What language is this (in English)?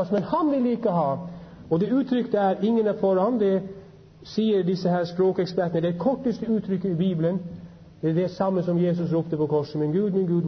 Norwegian